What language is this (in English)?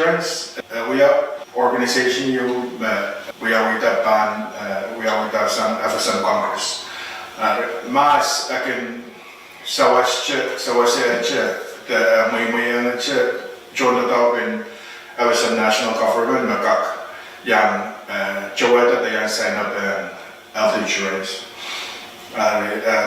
Pohnpeian